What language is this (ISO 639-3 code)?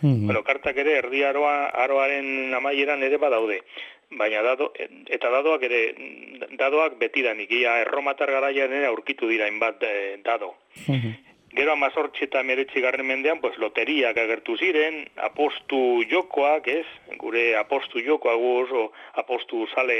eus